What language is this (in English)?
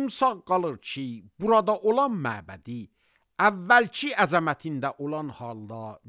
Azerbaijani